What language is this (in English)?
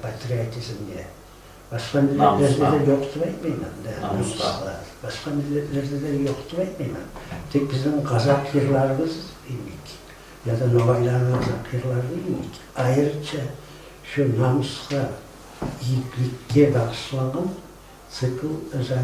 Kumyk